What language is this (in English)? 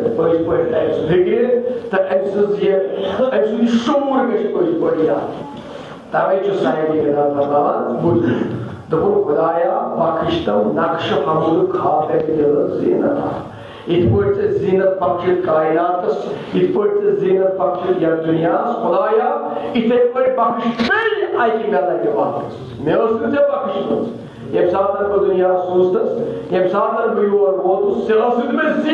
Kashmiri